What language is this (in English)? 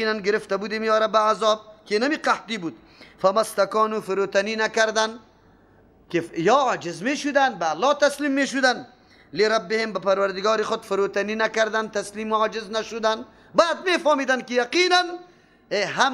Persian